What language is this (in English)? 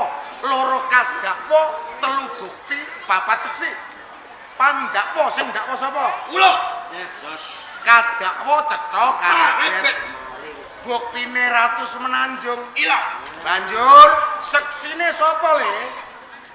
Javanese